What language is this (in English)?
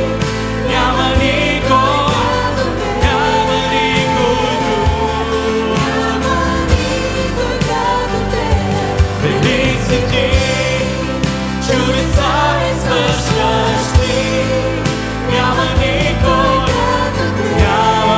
Bulgarian